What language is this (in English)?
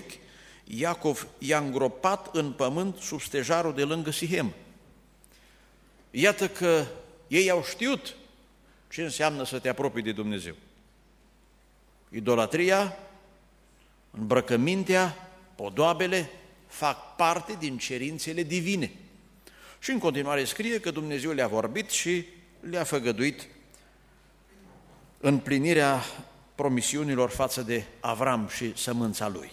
Romanian